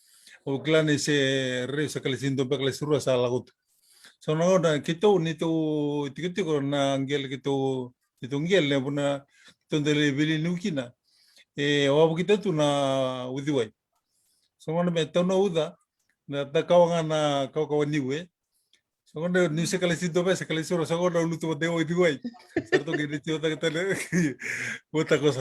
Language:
Fijian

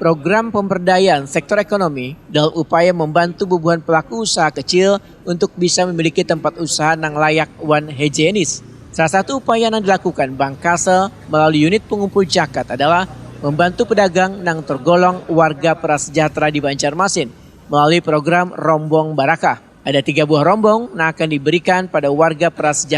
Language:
Banjar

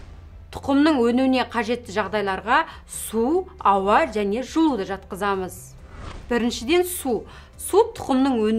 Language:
Kazakh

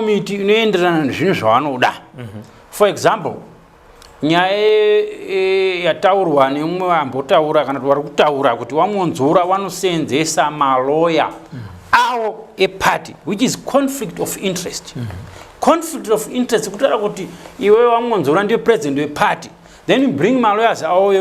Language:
Shona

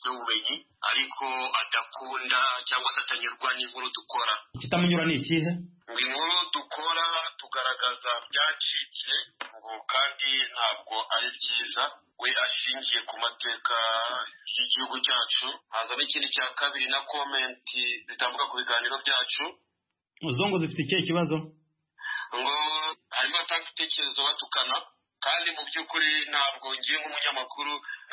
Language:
Kinyarwanda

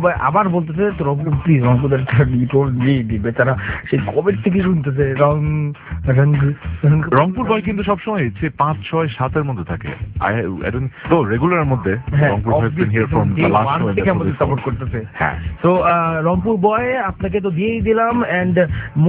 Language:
Bangla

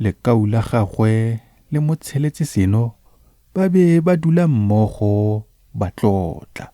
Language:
Tswana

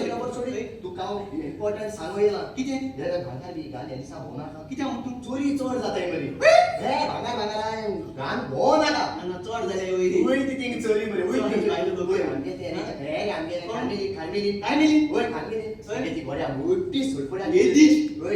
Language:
Konkani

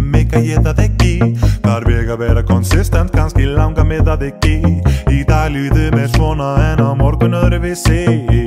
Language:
Icelandic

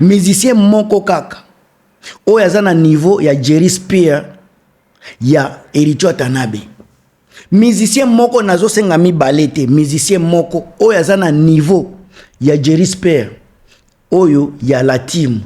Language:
Lingala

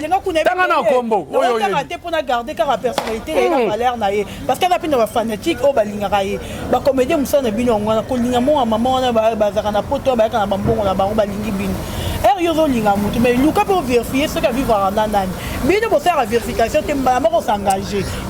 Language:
Lingala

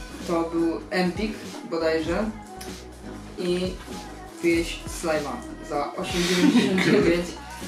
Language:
Polish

